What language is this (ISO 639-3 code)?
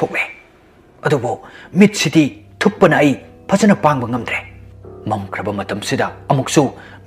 mni